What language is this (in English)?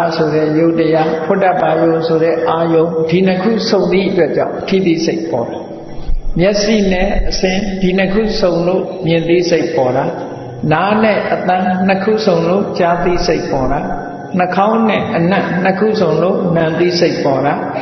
Burmese